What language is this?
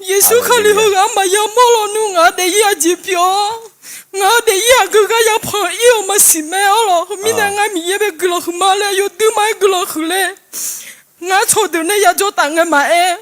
Akha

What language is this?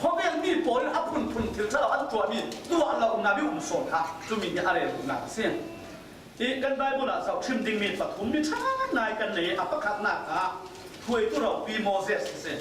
Falam Chin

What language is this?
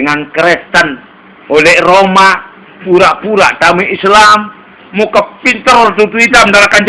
Sasak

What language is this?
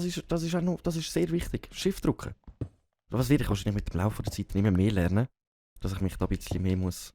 Swiss German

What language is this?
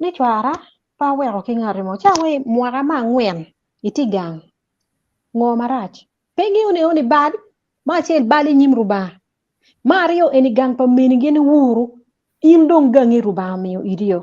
Acoli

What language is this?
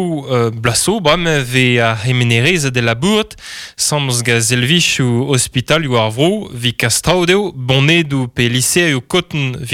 Breton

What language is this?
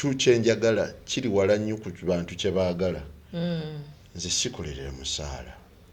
Ganda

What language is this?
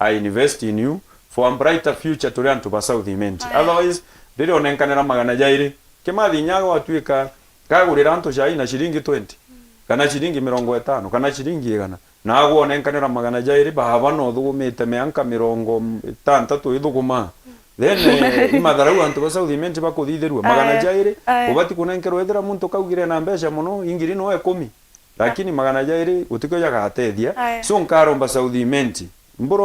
Meru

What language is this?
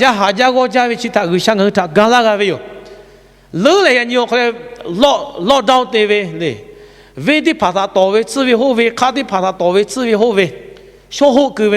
Lahu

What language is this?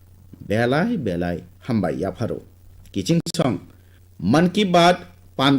Kok Borok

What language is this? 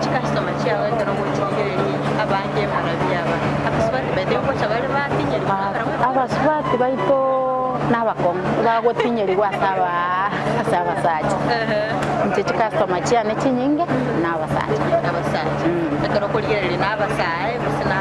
Gusii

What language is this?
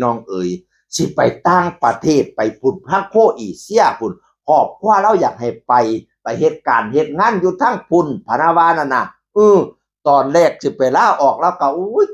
Northeastern Thai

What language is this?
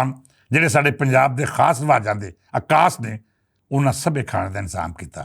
Western Panjabi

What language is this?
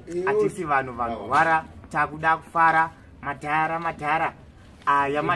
Shona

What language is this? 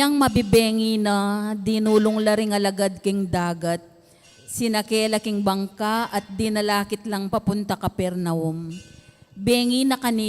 Pampanga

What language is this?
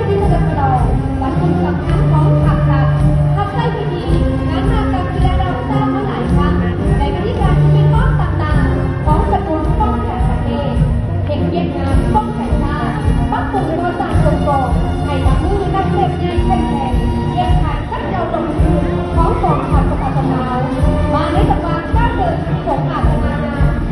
Lao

